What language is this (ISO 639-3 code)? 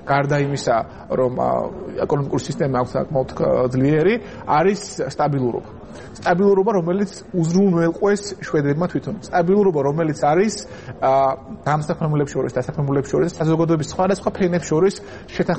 kat